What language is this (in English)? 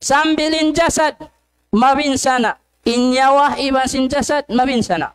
Tausug